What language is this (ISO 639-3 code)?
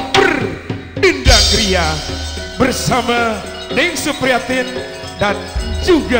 mad